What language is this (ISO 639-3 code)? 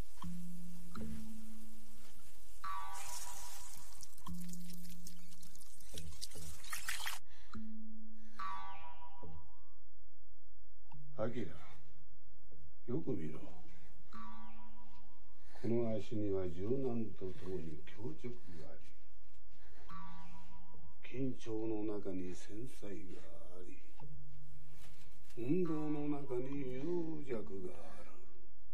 jpn